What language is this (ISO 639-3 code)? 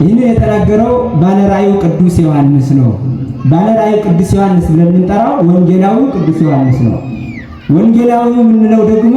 amh